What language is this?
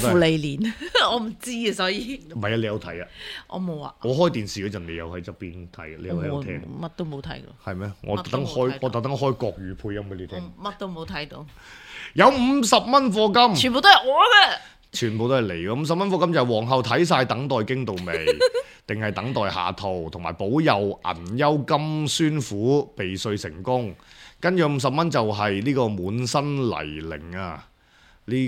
Cantonese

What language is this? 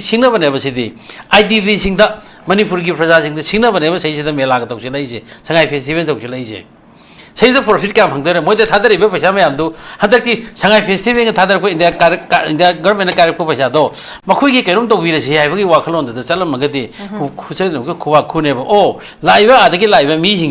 Manipuri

